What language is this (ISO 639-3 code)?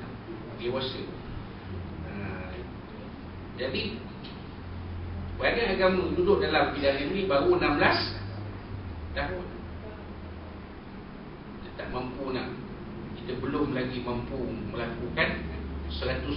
msa